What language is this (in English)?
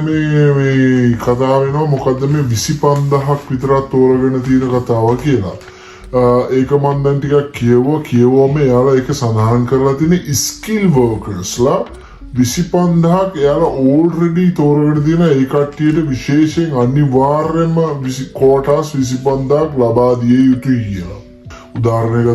Sinhala